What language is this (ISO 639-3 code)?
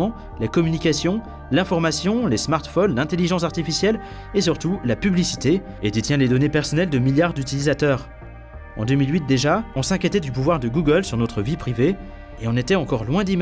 fra